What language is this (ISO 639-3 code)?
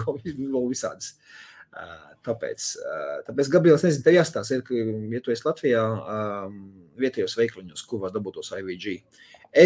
lav